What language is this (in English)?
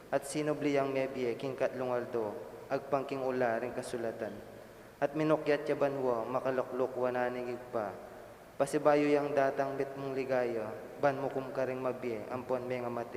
Pampanga